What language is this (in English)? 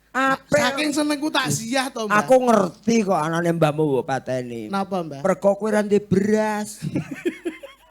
Javanese